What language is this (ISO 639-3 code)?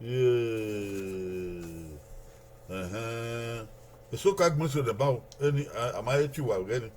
bin